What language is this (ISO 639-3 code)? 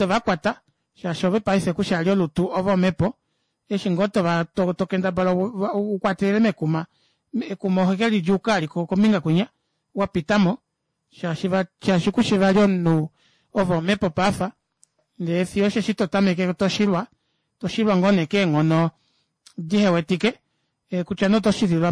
kua